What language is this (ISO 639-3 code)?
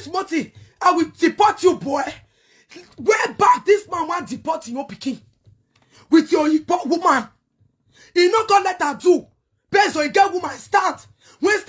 pcm